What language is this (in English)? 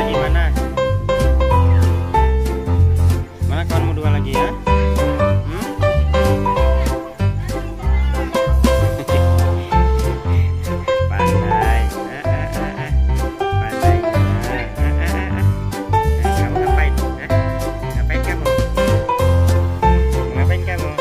Indonesian